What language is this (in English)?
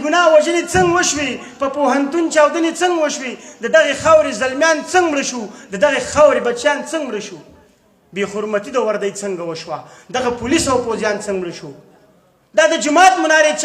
Pashto